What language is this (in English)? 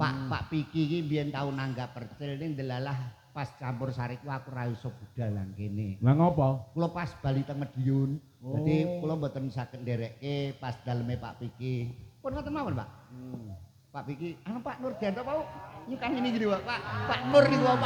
Javanese